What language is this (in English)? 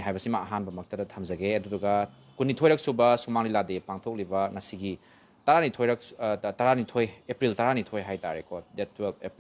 Manipuri